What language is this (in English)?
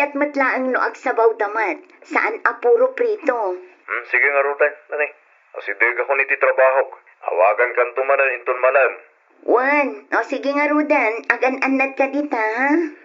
Iloko